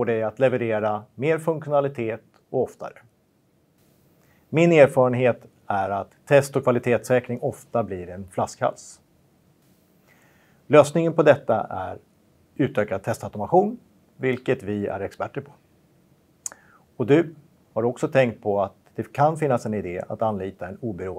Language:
Swedish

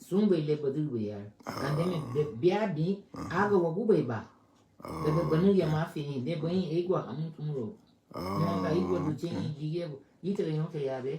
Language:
Garifuna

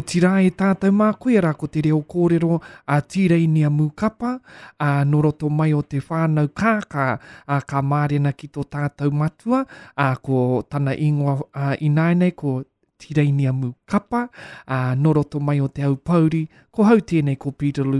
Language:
Māori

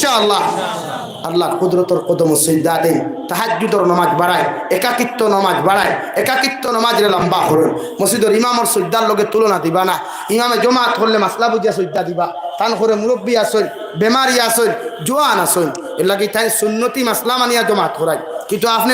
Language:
Sylheti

